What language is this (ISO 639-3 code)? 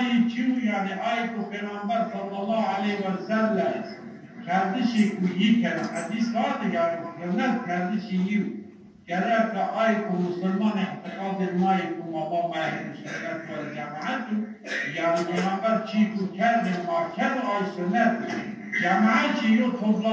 zza